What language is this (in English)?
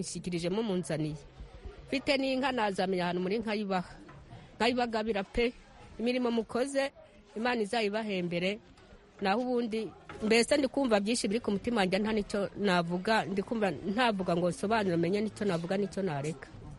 Kinyarwanda